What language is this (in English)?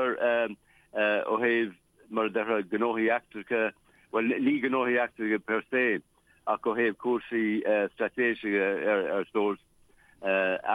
Irish